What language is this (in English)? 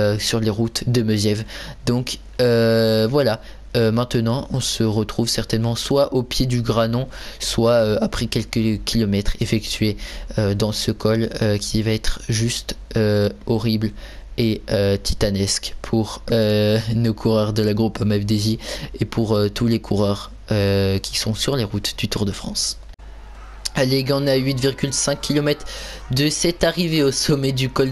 French